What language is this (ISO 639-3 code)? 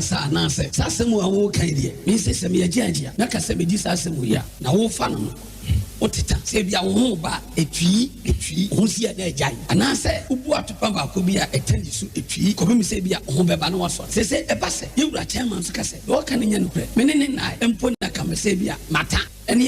aka